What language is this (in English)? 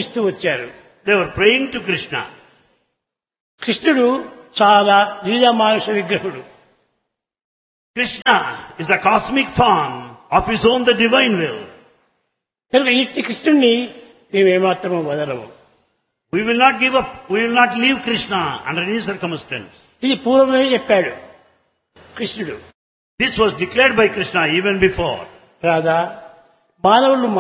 Telugu